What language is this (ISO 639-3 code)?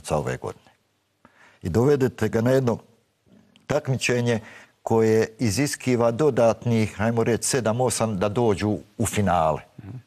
bos